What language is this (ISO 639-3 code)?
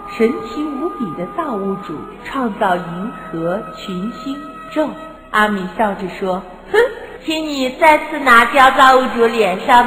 zho